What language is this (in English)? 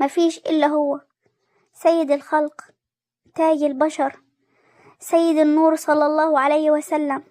Egyptian Arabic